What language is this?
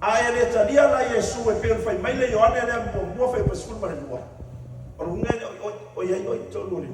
Samoan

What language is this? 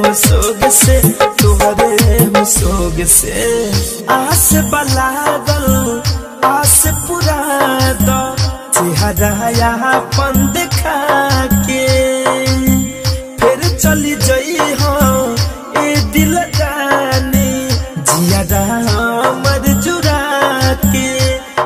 Bhojpuri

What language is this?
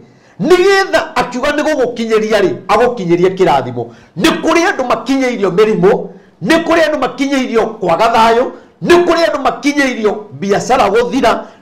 Kikuyu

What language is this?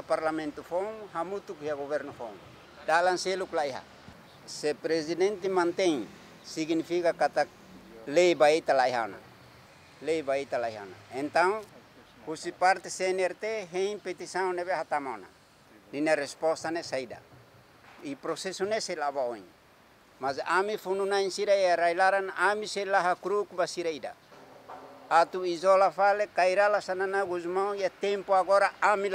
Tetum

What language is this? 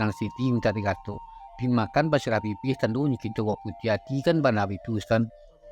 Minangkabau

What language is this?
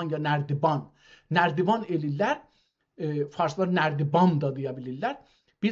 South Azerbaijani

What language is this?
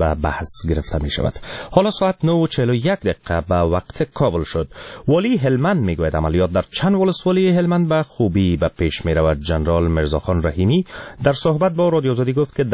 Persian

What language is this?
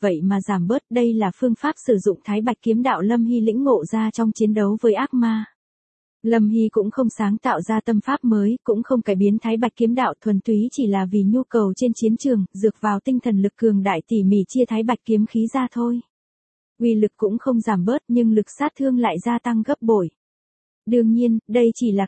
Vietnamese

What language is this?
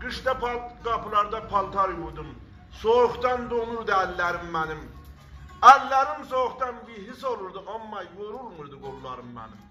South Azerbaijani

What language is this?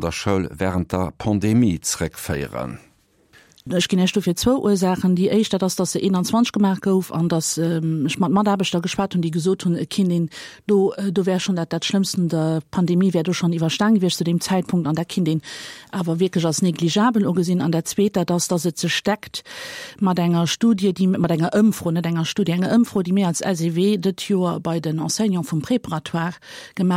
Luxembourgish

